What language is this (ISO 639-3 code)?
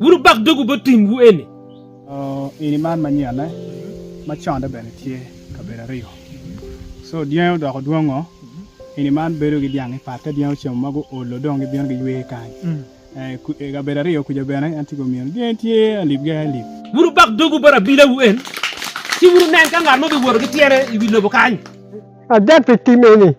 ach